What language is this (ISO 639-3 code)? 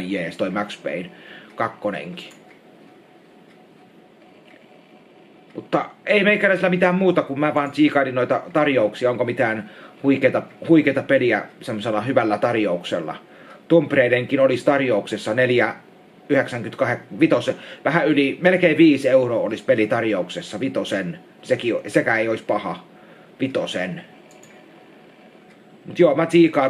fin